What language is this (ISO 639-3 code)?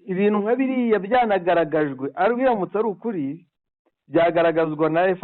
kin